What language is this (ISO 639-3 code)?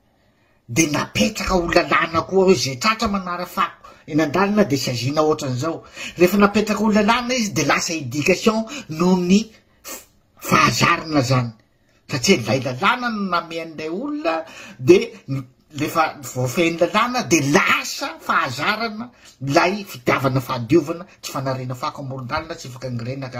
mlg